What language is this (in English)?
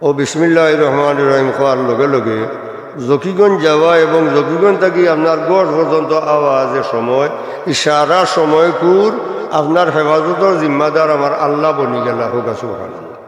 Sylheti